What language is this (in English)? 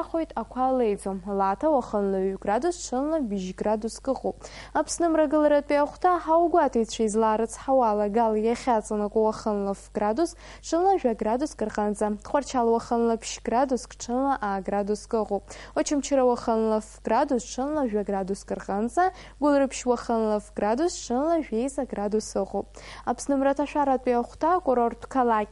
Abkhazian